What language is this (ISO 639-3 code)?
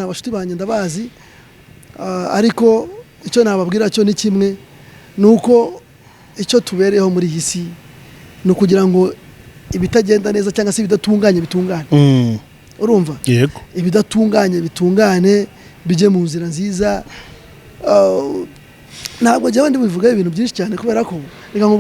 kin